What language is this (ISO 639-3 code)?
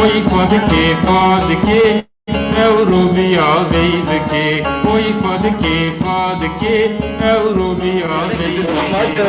zza